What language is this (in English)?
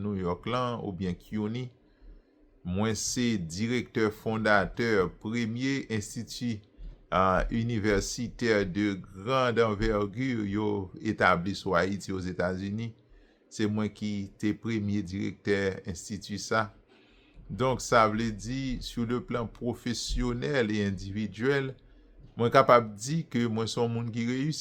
Haitian Creole